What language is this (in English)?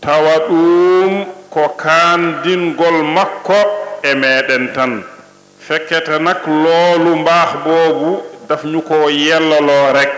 Fula